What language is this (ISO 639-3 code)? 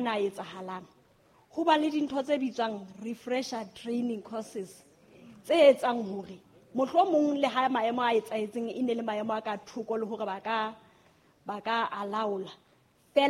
sot